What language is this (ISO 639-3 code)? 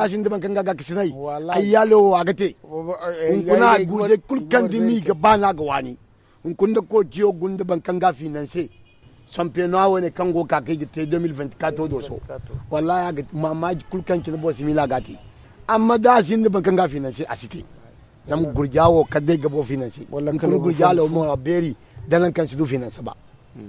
dje